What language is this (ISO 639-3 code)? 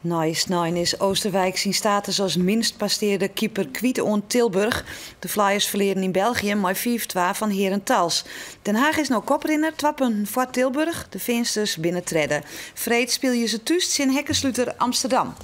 fry